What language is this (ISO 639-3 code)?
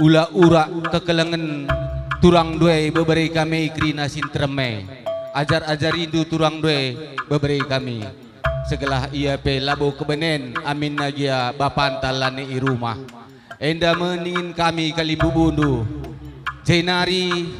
btx